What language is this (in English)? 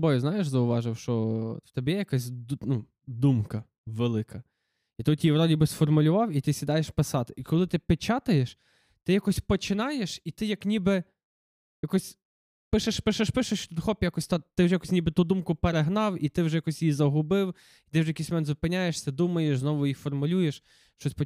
Ukrainian